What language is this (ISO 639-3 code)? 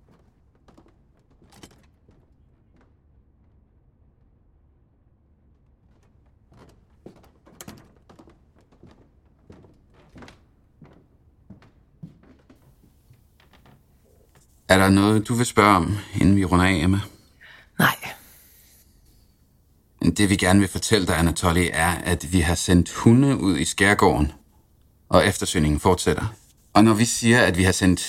dan